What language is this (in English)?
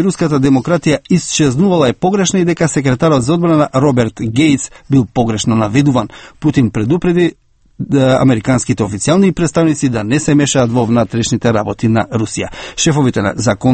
Macedonian